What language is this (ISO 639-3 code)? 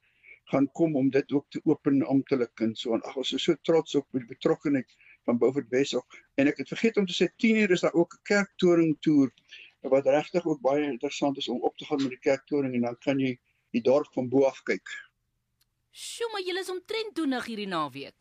afr